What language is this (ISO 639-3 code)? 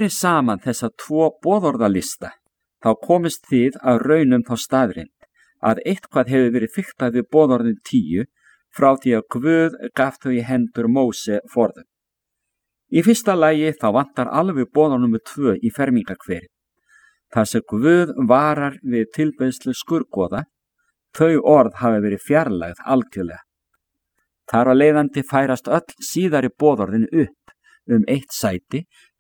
isl